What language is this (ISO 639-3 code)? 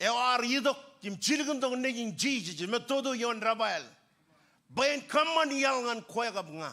mah